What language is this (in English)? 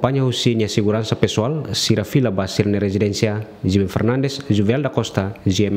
Tetum